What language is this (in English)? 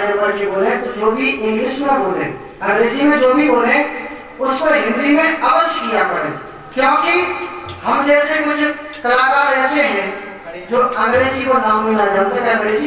Hindi